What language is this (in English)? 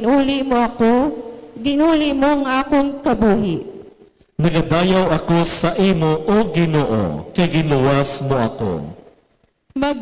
Hiligaynon